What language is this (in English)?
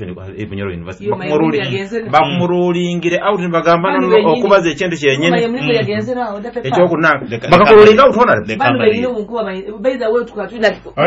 Nyoro